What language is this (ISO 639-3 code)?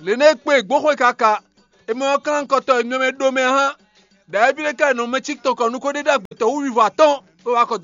fon